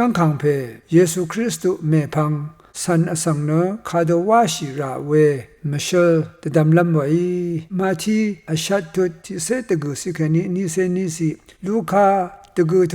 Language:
Rawang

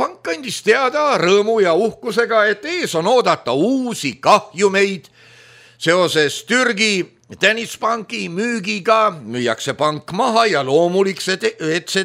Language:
Estonian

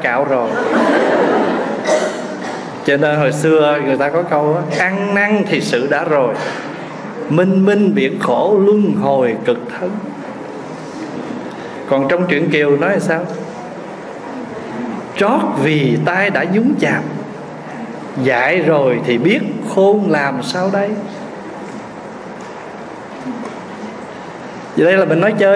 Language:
Vietnamese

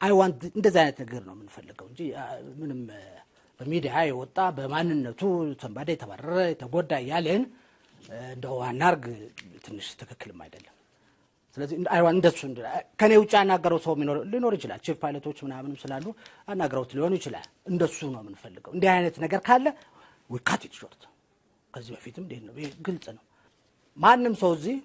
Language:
Amharic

